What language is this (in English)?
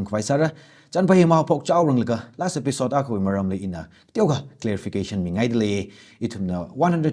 Tangkhul Naga (India)